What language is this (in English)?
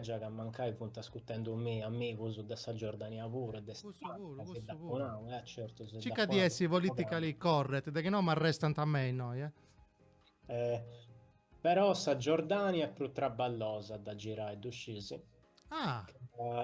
Sardinian